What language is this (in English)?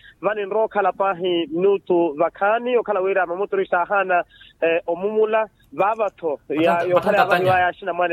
Makhuwa